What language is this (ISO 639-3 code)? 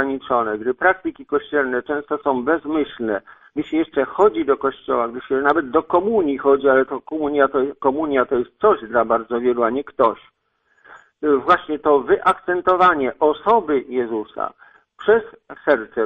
pol